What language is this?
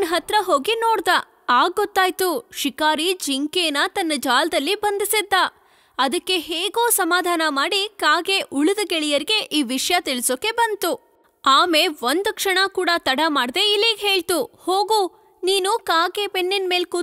Kannada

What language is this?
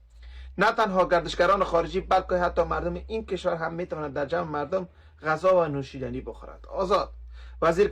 Persian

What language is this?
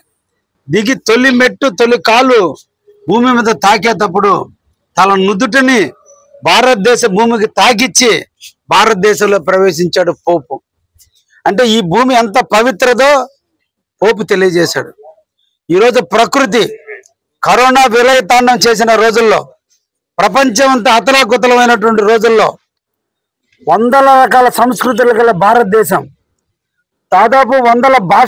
Telugu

